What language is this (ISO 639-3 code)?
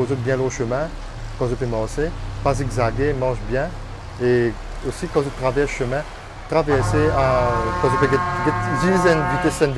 mfe